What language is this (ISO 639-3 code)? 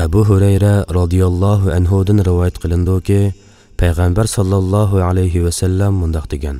uig